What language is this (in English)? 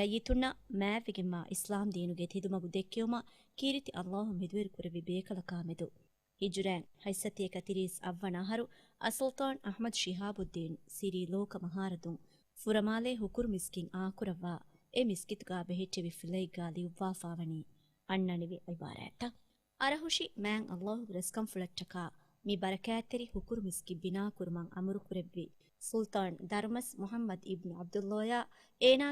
Divehi